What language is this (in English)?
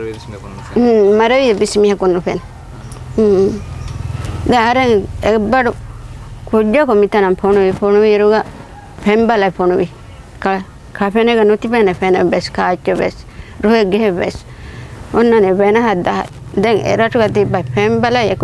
Divehi